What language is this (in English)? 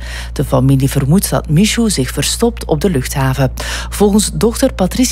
Dutch